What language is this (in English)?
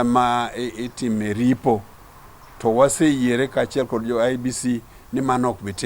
Luo (Kenya and Tanzania)